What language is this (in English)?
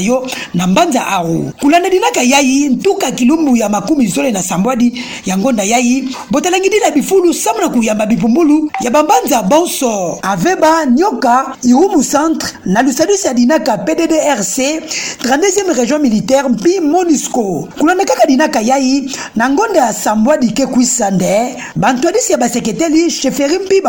Kituba (Democratic Republic of Congo)